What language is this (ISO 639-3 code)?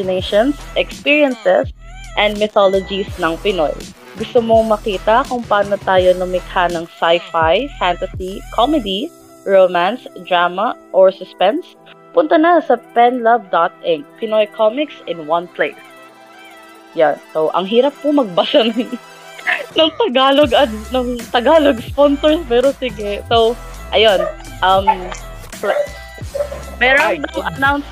fil